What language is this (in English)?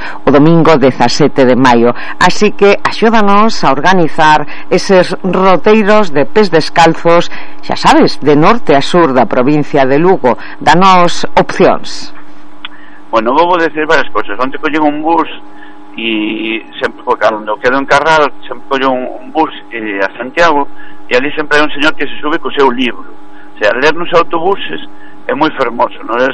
Galician